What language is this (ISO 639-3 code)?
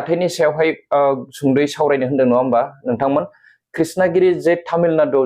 brx